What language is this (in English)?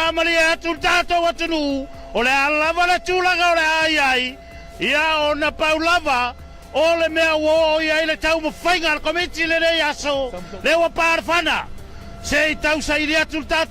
Samoan